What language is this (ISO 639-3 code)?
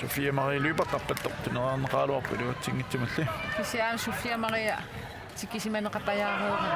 kal